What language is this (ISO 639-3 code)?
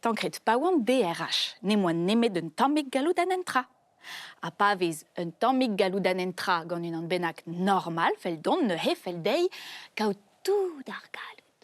bre